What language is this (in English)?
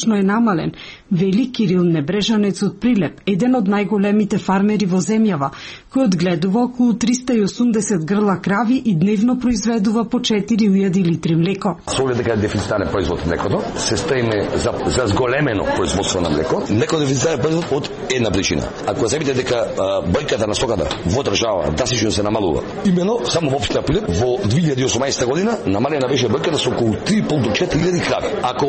Macedonian